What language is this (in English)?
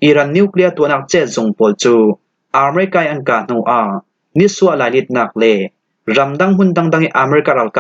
Falam Chin